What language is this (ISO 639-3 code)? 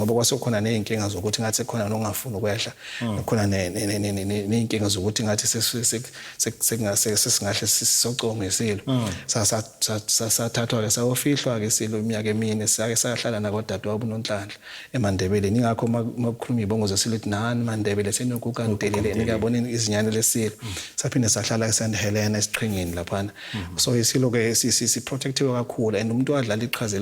zul